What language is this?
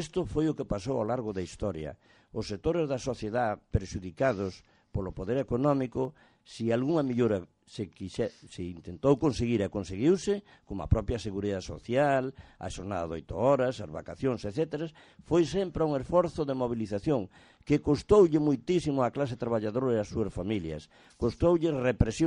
Galician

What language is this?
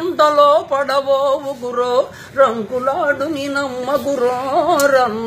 Telugu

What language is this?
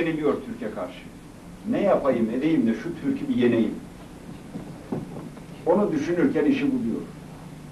Turkish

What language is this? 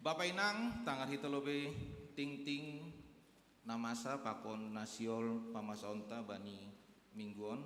Batak Simalungun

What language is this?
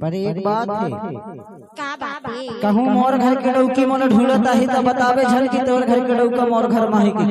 Chhattisgarhi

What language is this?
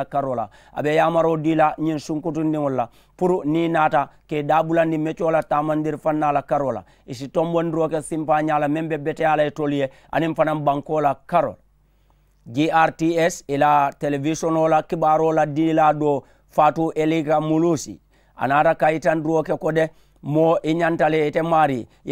Mandingo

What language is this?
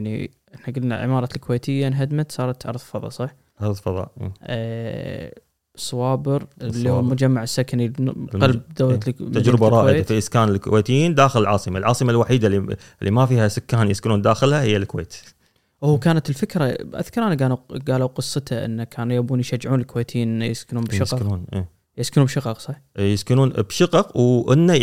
Gulf Arabic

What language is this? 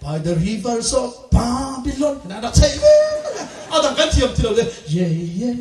Hakha Chin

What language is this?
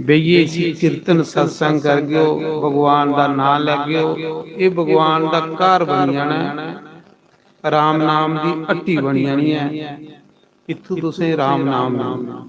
Dogri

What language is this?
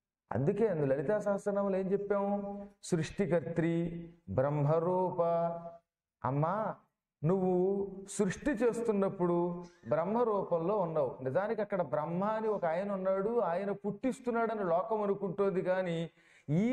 Telugu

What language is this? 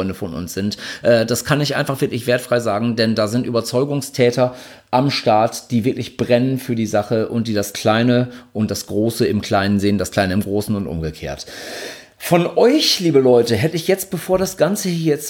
German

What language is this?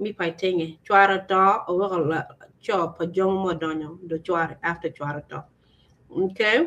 Acoli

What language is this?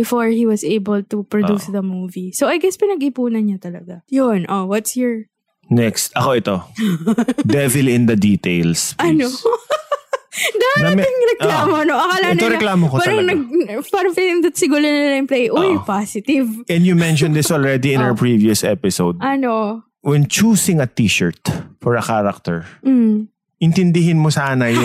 Filipino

